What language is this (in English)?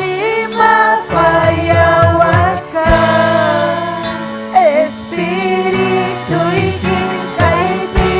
Ayacucho Quechua